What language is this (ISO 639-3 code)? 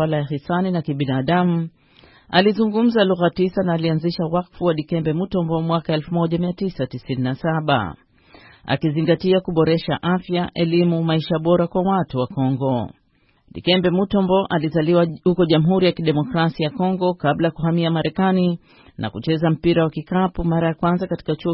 swa